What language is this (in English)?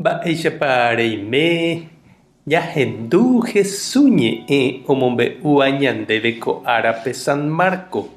Guarani